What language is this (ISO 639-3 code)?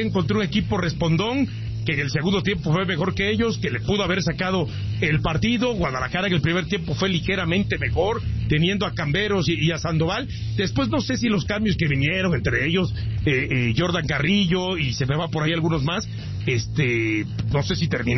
spa